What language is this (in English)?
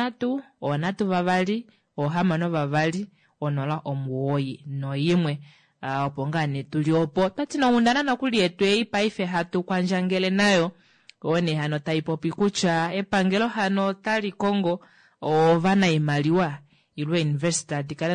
Kuanyama